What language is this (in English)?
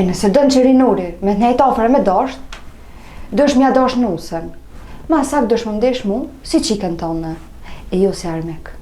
Albanian